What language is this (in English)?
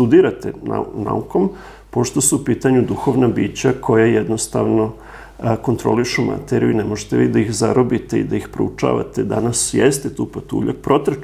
Serbian